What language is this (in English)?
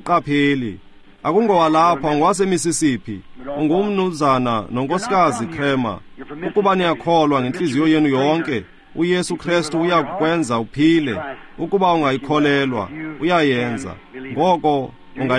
Xhosa